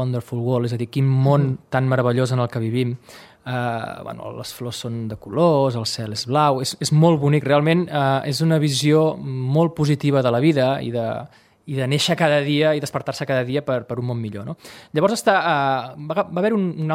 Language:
Catalan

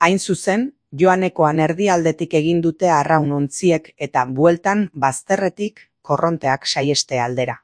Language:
Basque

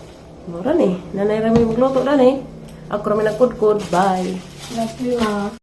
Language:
Cebuano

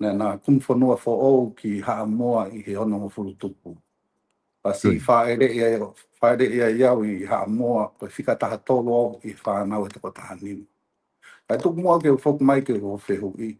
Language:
Tongan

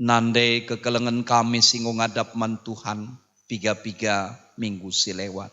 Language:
Batak Karo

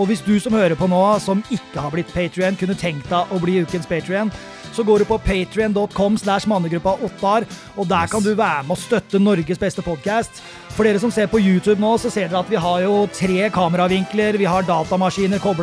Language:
Norwegian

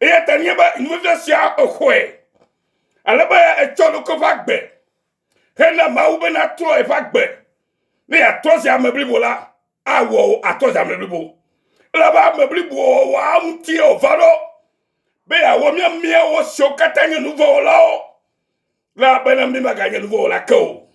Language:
Ewe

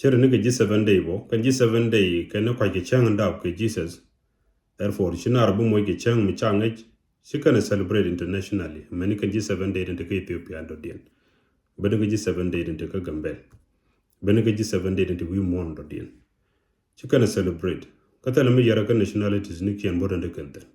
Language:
Nuer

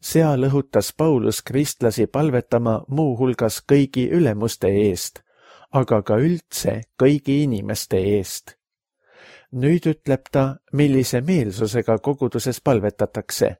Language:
Estonian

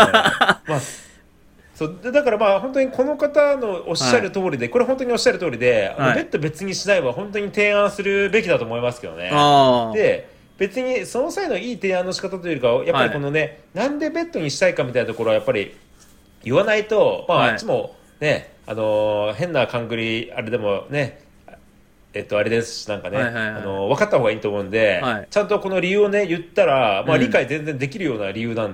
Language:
Japanese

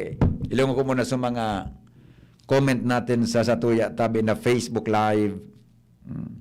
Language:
Bikol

